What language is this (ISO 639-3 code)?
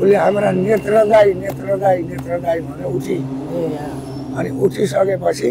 nep